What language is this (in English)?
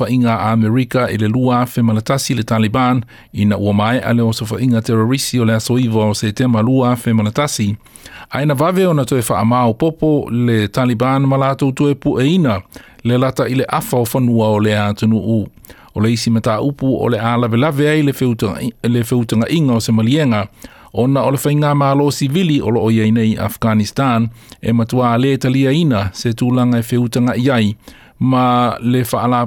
Samoan